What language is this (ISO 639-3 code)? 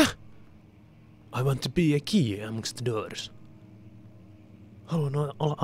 fin